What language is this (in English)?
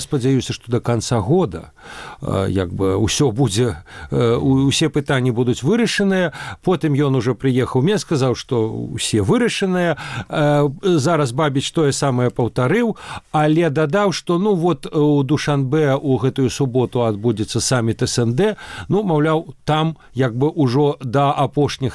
Belarusian